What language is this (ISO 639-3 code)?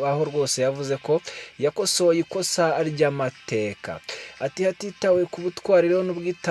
kin